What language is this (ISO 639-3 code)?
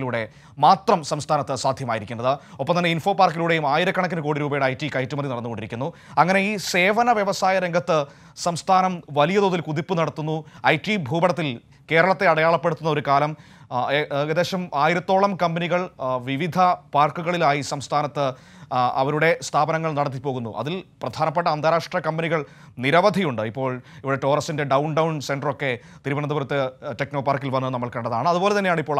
mal